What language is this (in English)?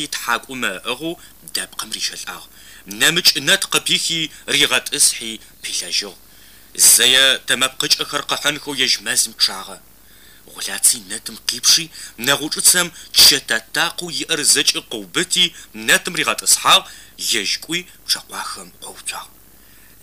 Adyghe